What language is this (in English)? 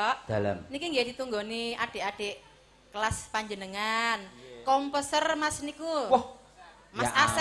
Javanese